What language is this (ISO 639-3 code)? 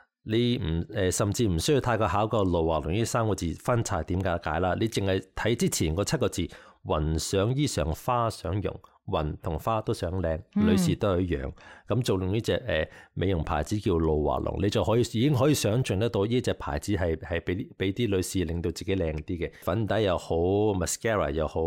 yue